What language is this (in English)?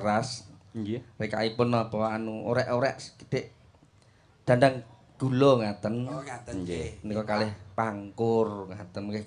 Javanese